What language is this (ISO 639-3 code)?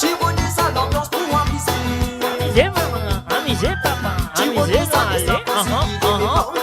mfe